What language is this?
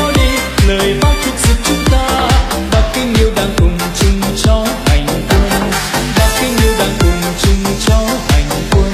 Vietnamese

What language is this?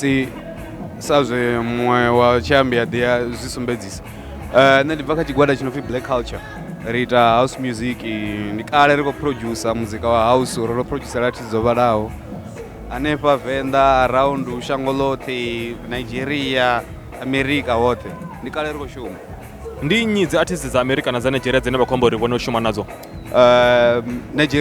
Venda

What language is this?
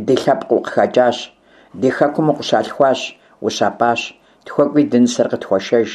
Kabardian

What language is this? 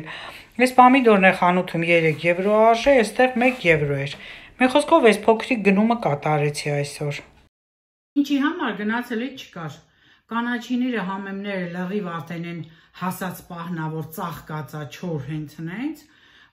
Armenian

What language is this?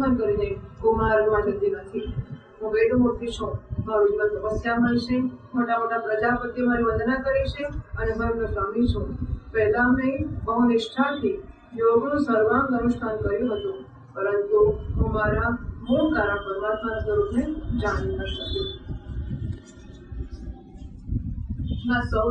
Gujarati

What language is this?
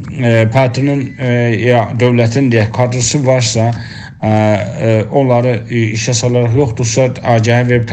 South Azerbaijani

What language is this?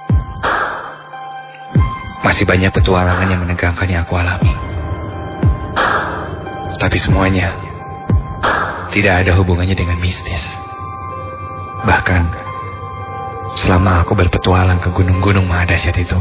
Indonesian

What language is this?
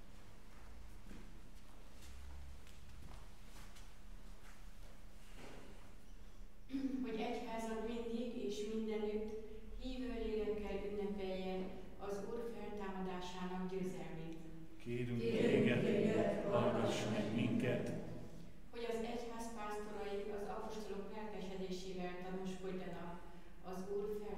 Hungarian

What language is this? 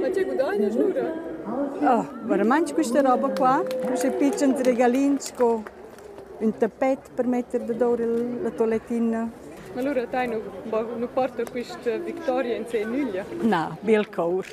Romansh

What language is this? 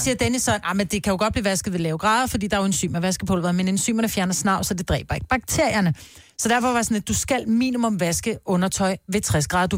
Danish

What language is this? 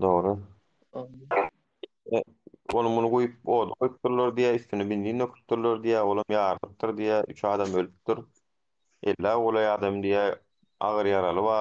Turkmen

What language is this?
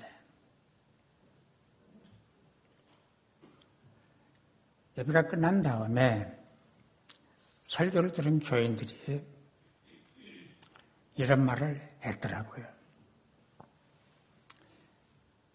Korean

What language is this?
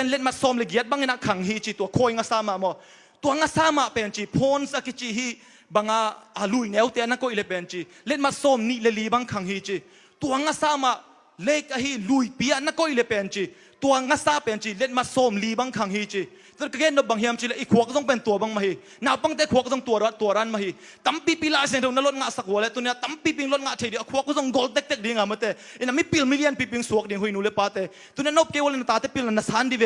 Tedim Chin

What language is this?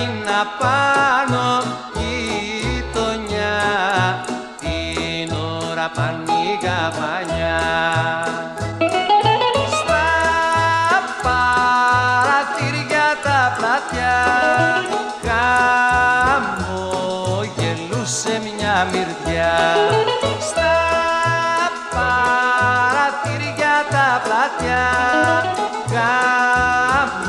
Greek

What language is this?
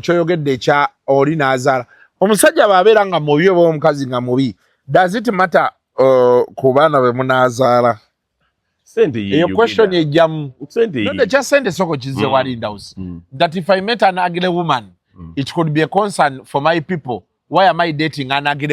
Ganda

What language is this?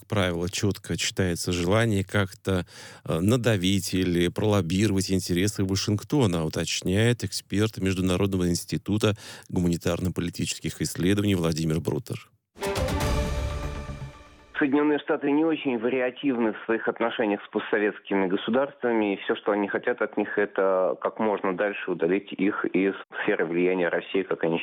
Russian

